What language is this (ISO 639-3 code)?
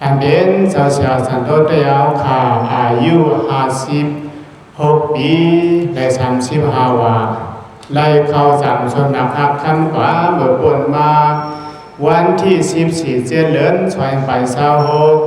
shn